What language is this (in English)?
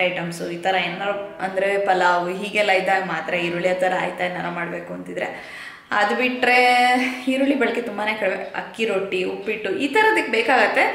Kannada